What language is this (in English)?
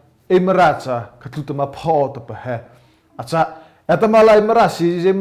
Mara Chin